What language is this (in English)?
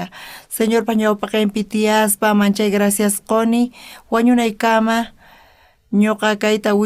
South Bolivian Quechua